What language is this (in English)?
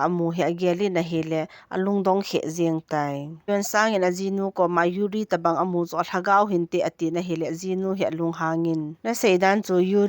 Thado Chin